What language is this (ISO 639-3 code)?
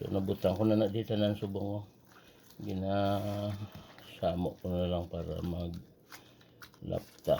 hil